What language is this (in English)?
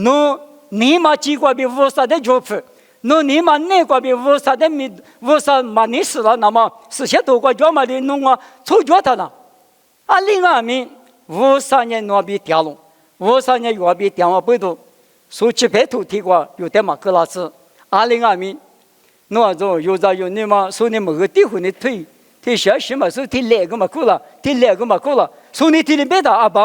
Lisu